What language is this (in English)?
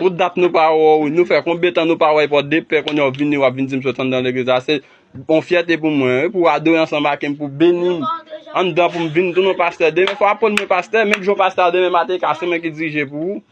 Haitian Creole